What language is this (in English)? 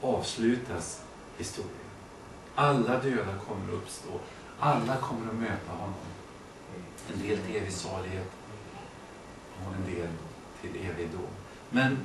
Swedish